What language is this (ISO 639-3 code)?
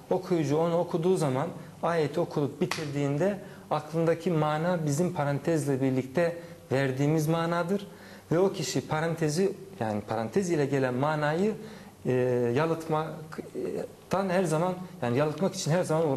tur